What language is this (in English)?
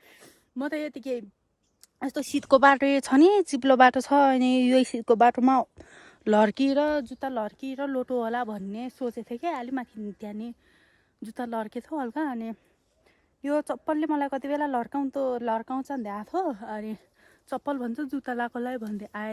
Nepali